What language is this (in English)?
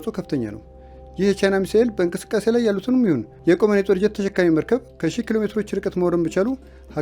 Amharic